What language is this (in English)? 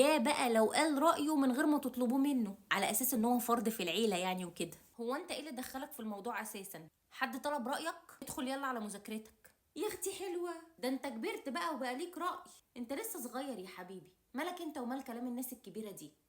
Egyptian Arabic